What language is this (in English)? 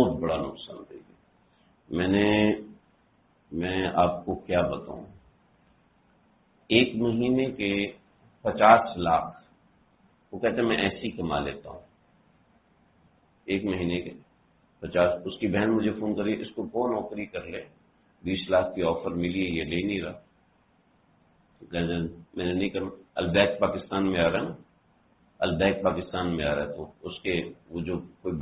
Urdu